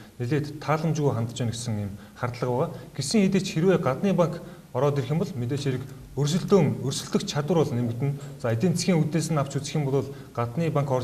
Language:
Mongolian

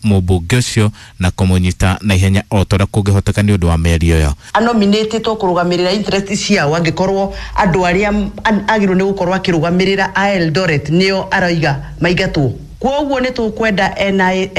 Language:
Kikuyu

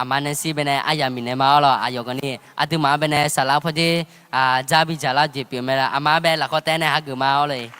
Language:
Akha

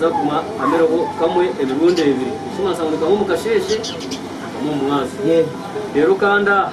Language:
Nyankole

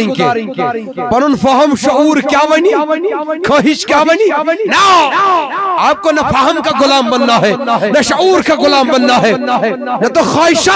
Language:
Kashmiri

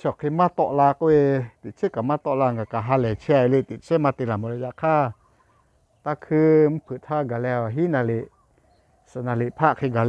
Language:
Lahu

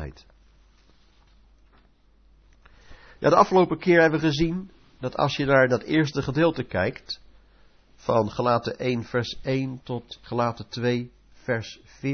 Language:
Dutch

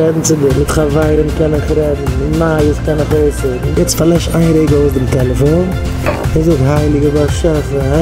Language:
Yiddish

